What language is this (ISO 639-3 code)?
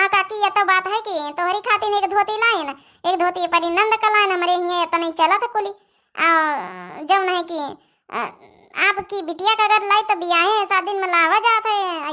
awa